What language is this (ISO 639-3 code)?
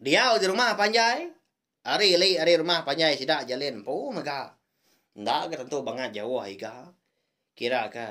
iba